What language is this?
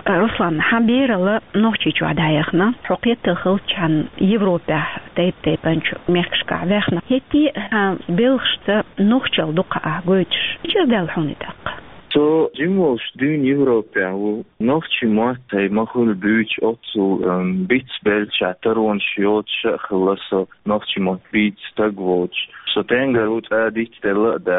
Chechen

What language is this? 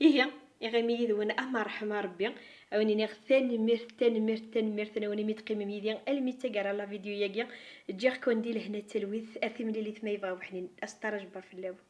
Kabyle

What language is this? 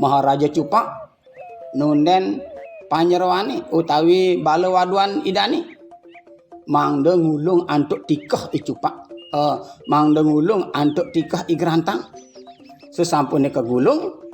Balinese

